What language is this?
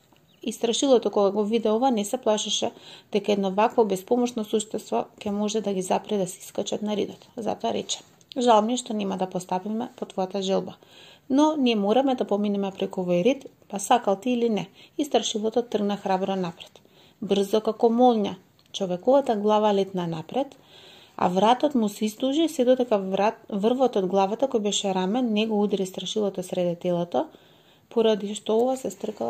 Macedonian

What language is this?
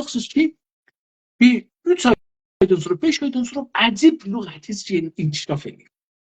South Azerbaijani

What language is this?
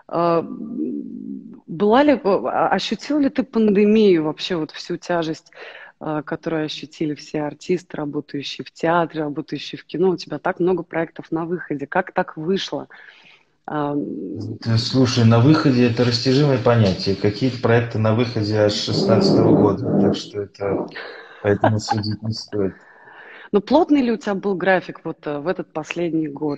Russian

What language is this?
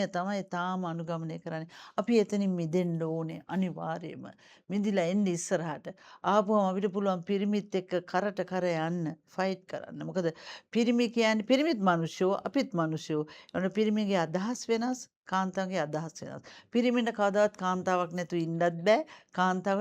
Sinhala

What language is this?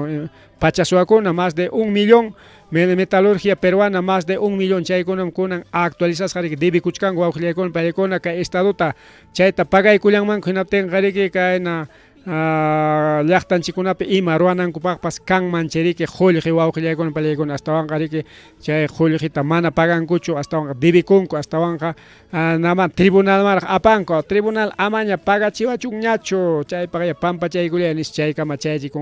Ayacucho Quechua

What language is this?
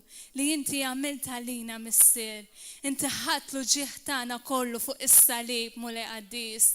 Maltese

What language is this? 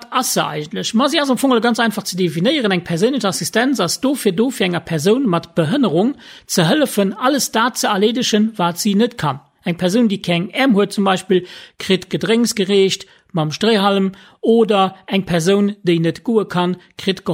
Luxembourgish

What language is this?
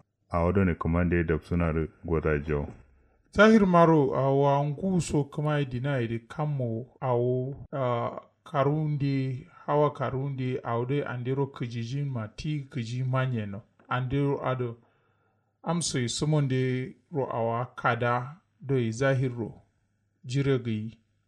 Kanuri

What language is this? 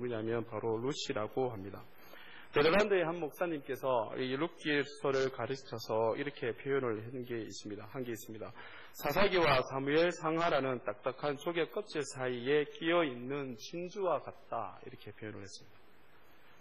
Korean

